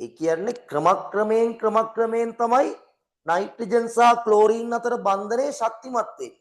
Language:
Sinhala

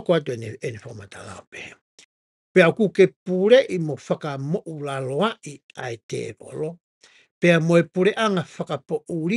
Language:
Tongan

